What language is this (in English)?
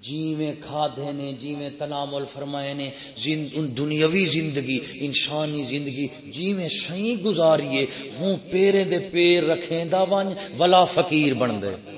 Saraiki